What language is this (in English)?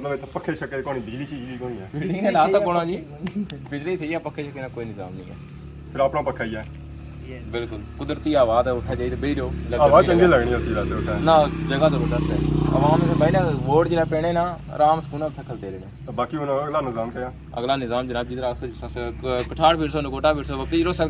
Pahari-Potwari